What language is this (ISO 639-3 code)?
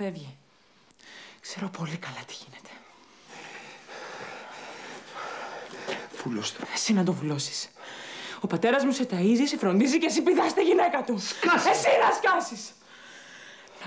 ell